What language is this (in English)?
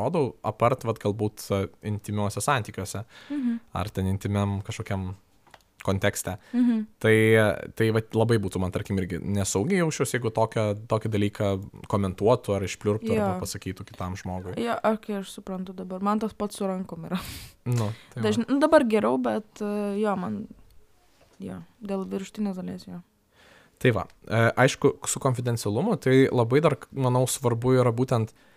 Lithuanian